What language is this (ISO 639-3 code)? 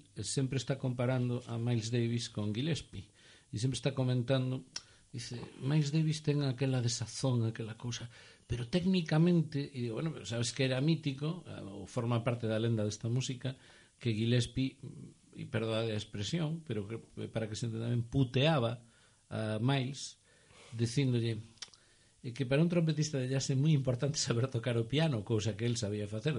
glg